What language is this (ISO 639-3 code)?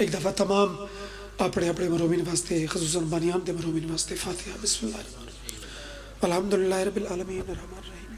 phr